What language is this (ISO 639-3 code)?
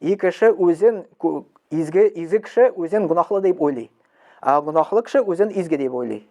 tat